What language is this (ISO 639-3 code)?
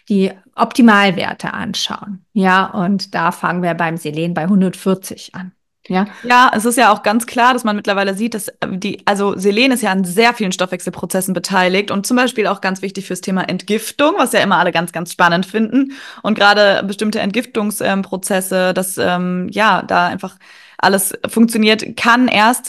deu